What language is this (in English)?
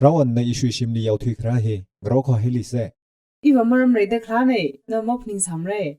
Tangkhul Naga (India)